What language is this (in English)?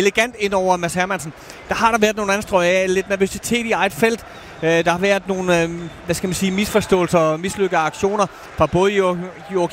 Danish